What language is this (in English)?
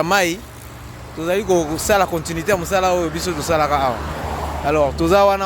Lingala